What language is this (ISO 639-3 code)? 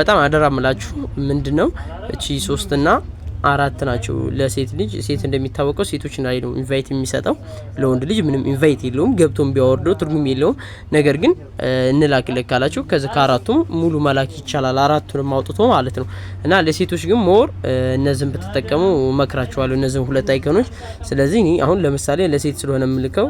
amh